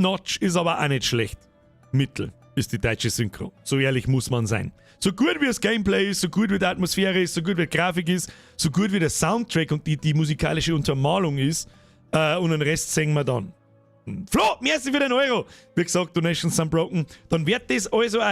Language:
Bavarian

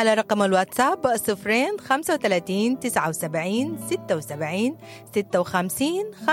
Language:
Sudanese Arabic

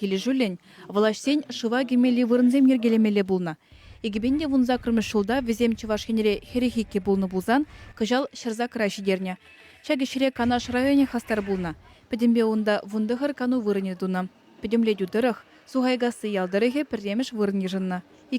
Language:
Chuvash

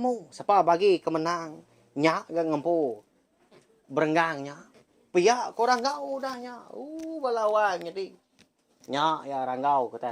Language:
Iban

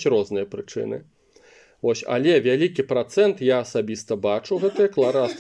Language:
Belarusian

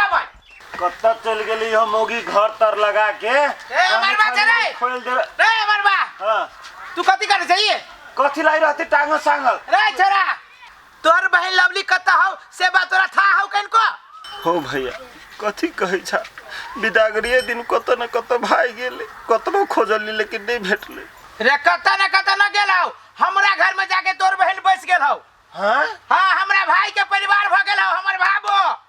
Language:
Maithili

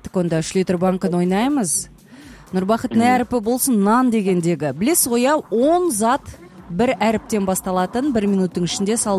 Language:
Kazakh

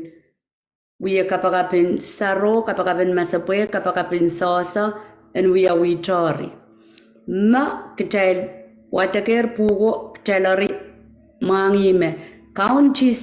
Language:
Pohnpeian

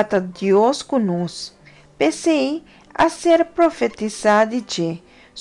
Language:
Papiamento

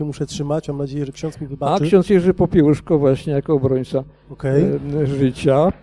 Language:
Polish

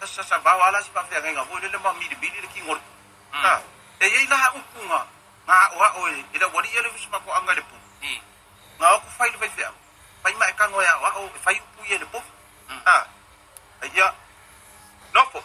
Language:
Samoan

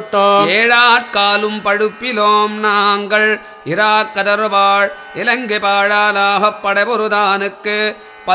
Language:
Tamil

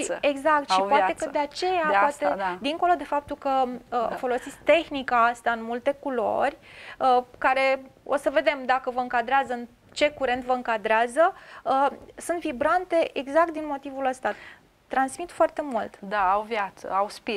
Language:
Romanian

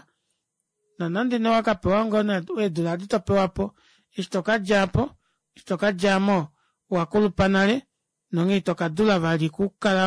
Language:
Kuanyama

